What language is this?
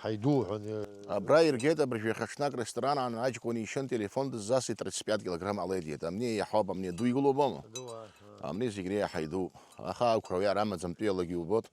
Abkhazian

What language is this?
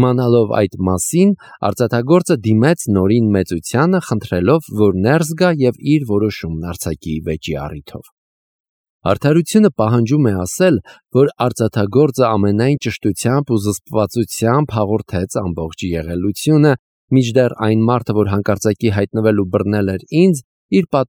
Armenian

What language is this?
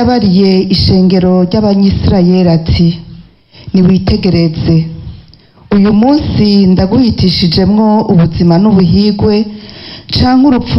Rundi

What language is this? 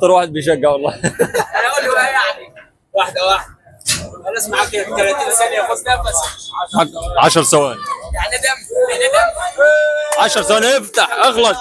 Egyptian Arabic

